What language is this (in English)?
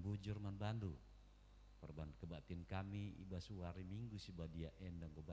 Batak Karo